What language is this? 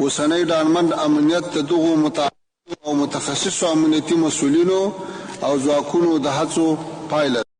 Pashto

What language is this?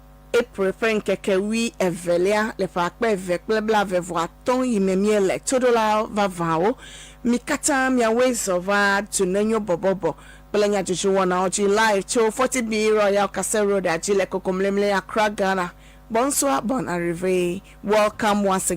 Ewe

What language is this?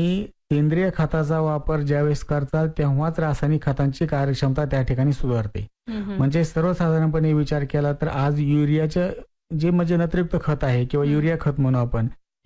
Marathi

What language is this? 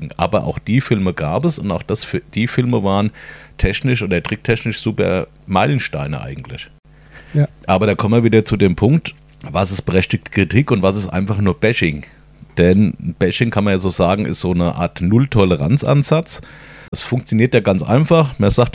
German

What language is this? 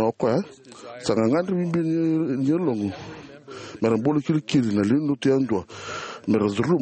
Fijian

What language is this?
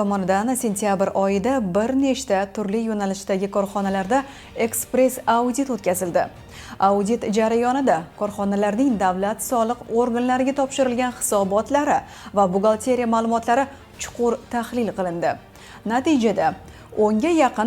Uzbek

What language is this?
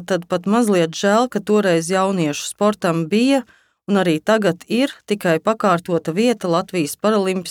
Latvian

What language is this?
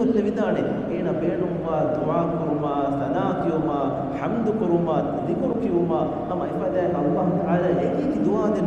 Divehi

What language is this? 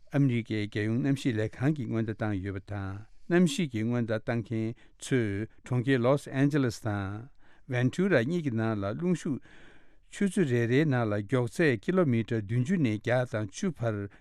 Tibetan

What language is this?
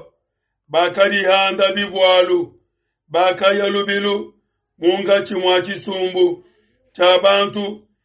Luba-Lulua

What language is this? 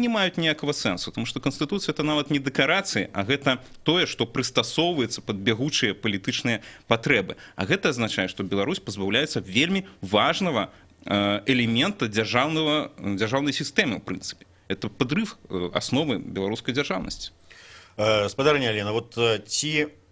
Belarusian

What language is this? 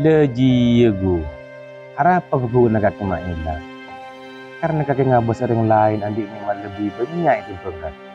Madurese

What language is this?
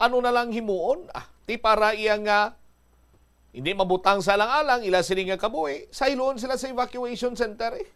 Hiligaynon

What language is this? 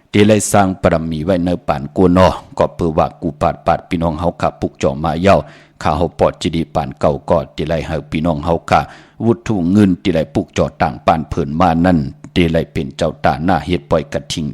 Shan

